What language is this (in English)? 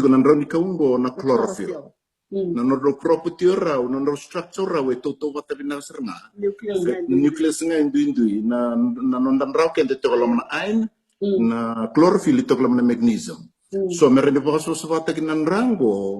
Fijian